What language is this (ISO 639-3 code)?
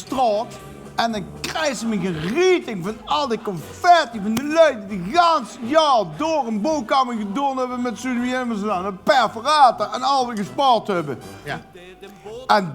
lim